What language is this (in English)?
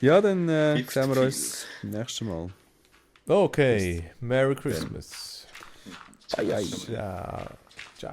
Swiss German